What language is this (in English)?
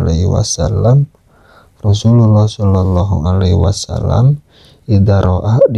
Sundanese